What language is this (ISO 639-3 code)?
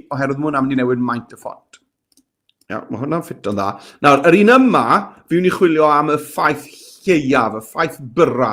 cym